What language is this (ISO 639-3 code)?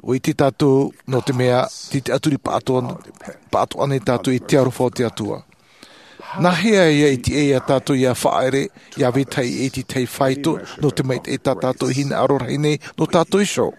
tah